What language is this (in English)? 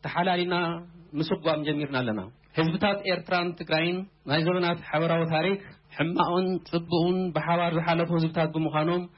Tigrinya